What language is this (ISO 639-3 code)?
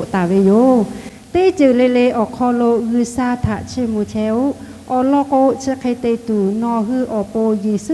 lhu